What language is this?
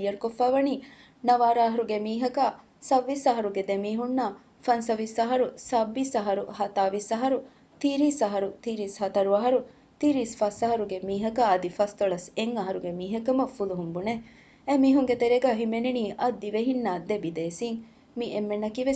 Divehi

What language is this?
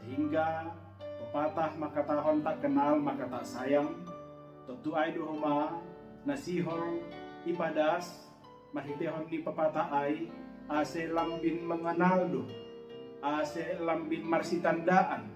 Batak Simalungun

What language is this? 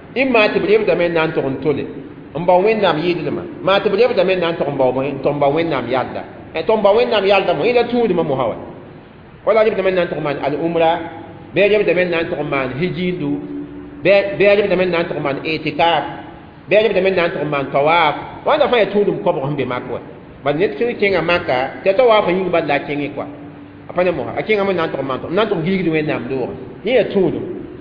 Mossi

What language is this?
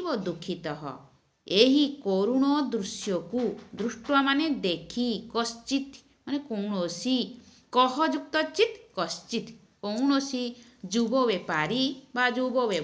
Odia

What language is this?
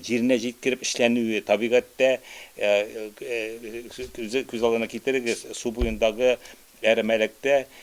Tatar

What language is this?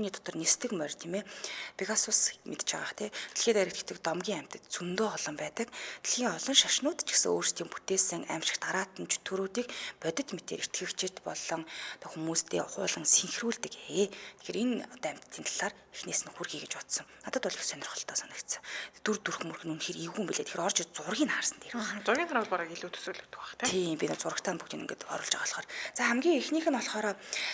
Mongolian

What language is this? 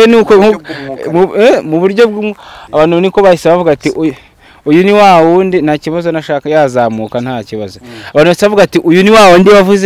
Kinyarwanda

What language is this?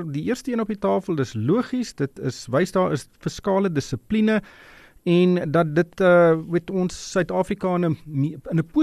Afrikaans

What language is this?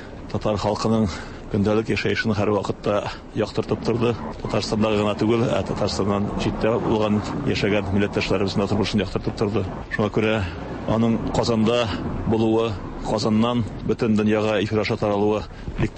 Tatar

